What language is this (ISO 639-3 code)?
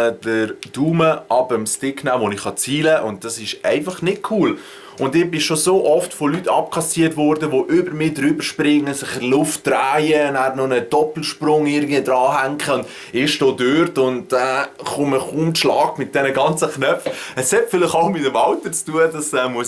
gsw